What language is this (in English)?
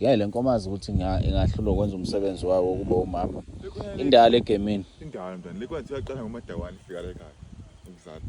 Zulu